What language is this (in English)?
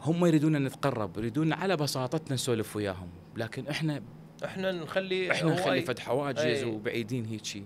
Mesopotamian Arabic